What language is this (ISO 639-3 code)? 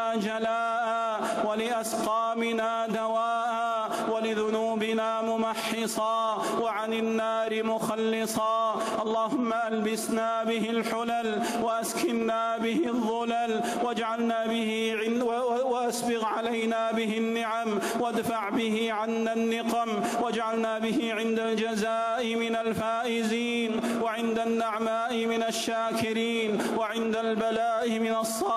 ara